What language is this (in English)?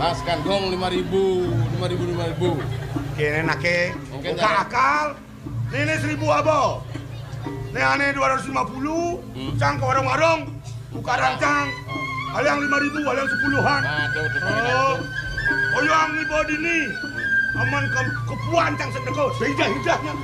Balinese